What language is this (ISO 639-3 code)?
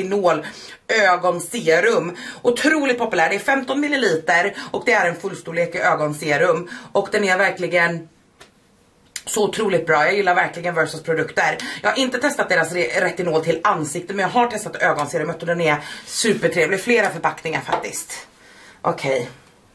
swe